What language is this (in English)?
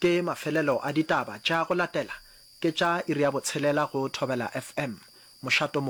Northern Sotho